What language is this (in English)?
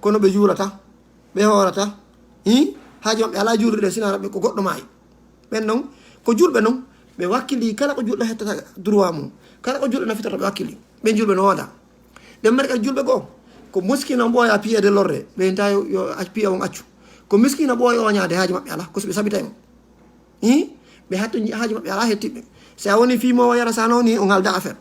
Fula